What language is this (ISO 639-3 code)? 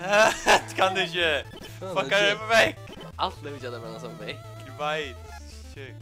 fao